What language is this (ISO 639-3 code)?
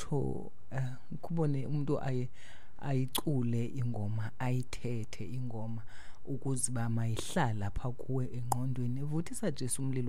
xho